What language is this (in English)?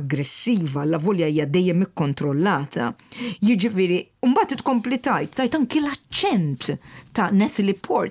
Maltese